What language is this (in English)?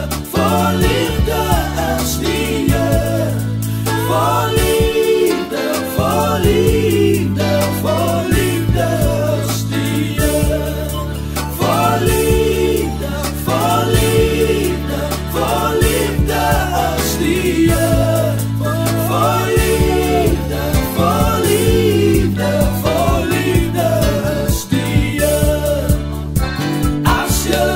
Afrikaans